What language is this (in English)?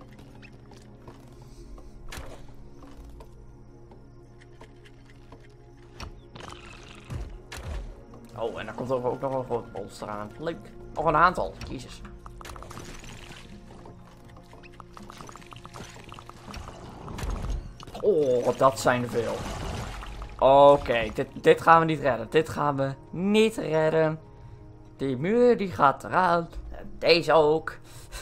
Dutch